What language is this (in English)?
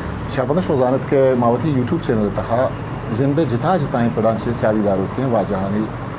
Eastern Balochi